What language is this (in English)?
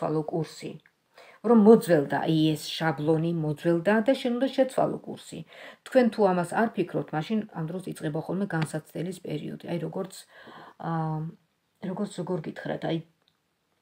Georgian